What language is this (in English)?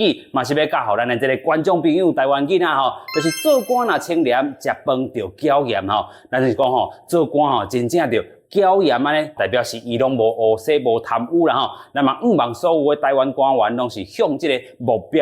Min Nan Chinese